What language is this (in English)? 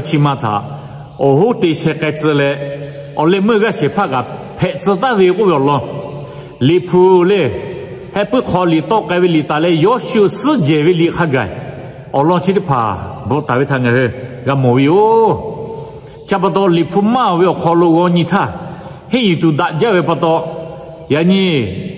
Lahu